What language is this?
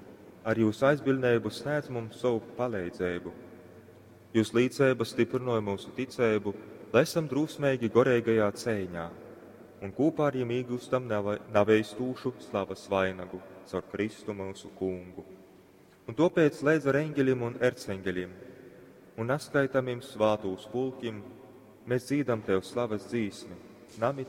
Latgalian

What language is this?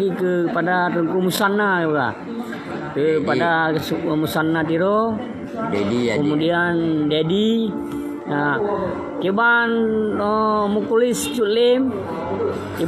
Achinese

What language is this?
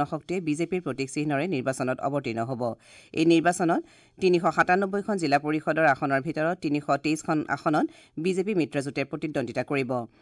Assamese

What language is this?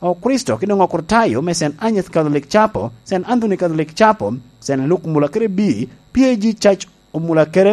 Lango (Uganda)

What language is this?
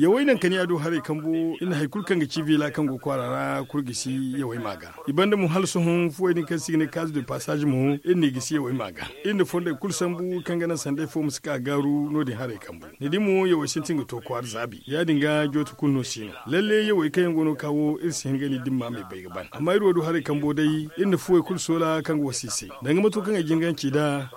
Zarma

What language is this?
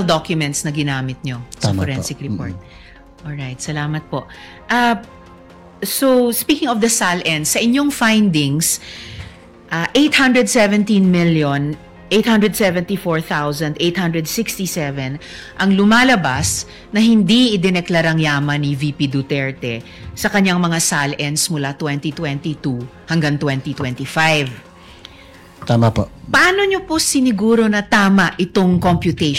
Filipino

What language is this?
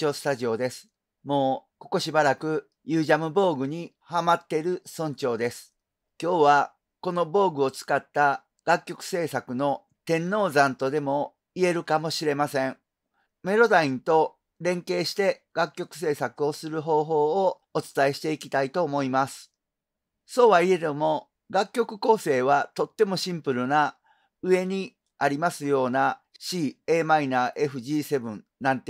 Japanese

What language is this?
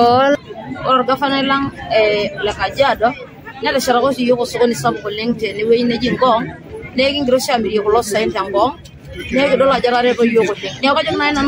Masai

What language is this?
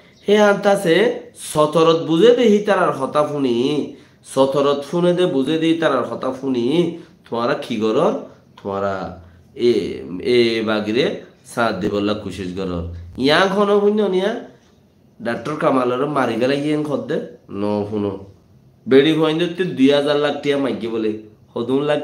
Rohingya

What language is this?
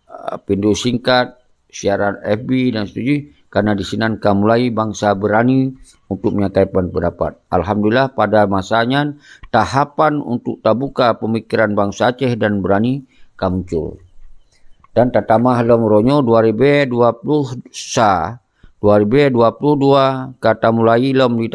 Achinese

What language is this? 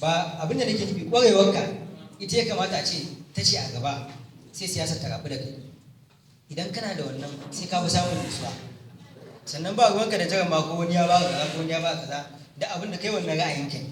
Hausa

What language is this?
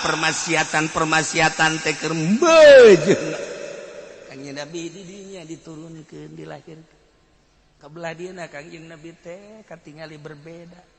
Sundanese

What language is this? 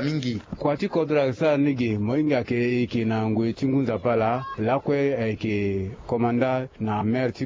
Sango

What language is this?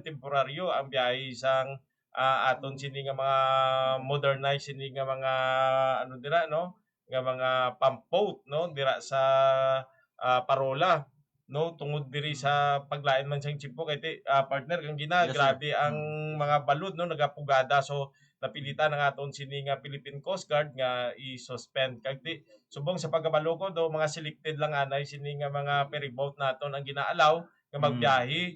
Hiligaynon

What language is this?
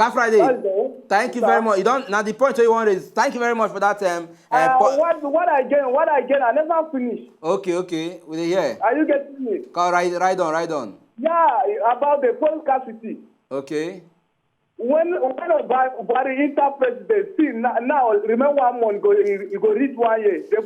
Nigerian Pidgin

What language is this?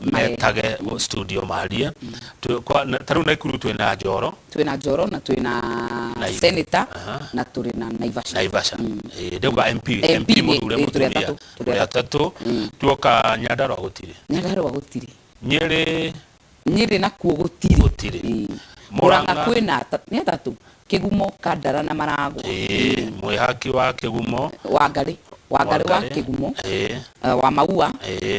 Kikuyu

